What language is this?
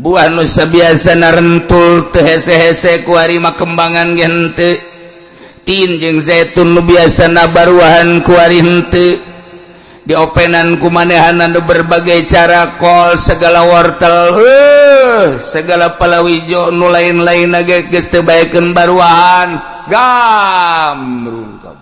Sundanese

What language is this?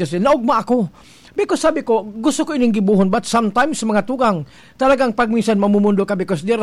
Bikol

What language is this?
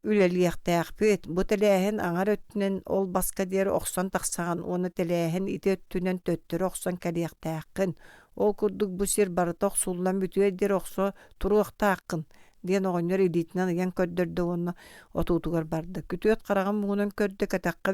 Yakut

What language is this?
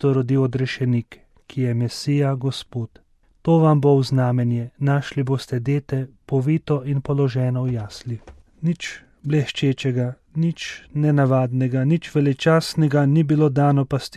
Slovenian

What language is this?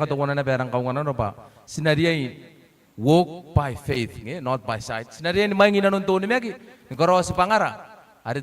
Gilbertese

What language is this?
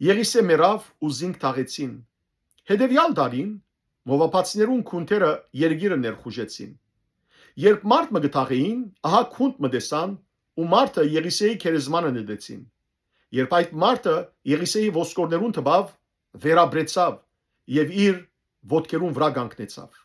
Western Armenian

